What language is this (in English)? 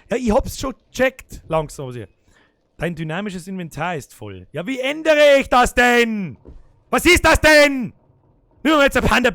Bavarian